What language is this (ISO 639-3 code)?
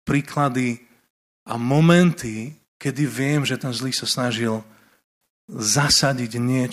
slk